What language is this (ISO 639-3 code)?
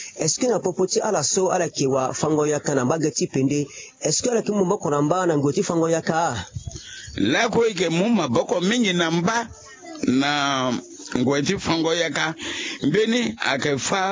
sag